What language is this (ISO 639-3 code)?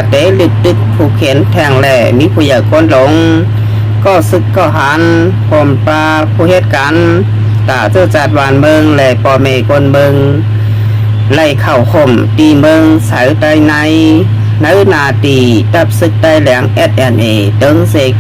shn